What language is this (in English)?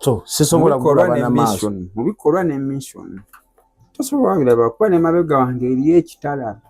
Ganda